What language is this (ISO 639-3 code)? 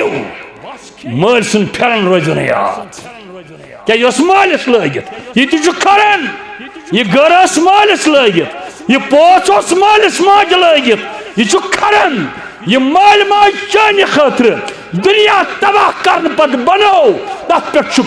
kas